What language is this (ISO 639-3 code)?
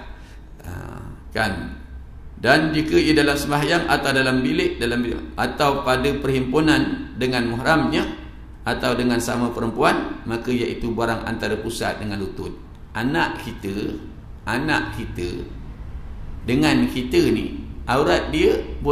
msa